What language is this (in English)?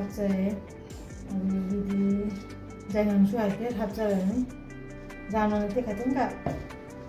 Manipuri